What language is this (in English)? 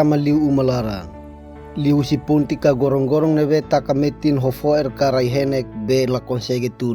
Tetum